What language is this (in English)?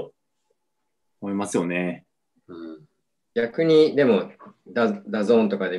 Japanese